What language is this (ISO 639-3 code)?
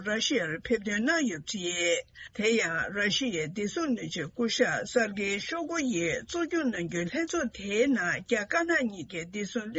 bod